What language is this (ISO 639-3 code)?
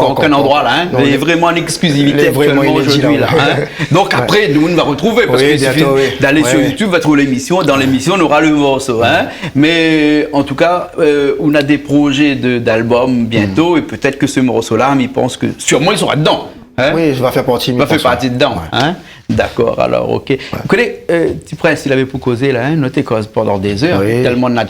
rcf